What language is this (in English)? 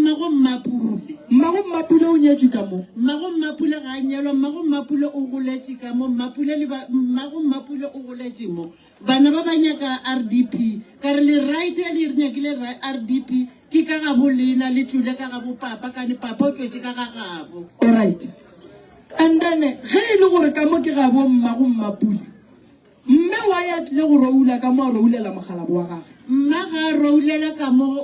Northern Sotho